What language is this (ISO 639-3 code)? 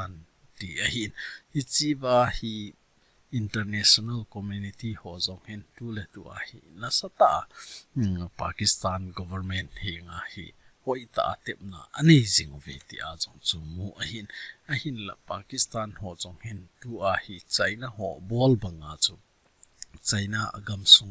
tcz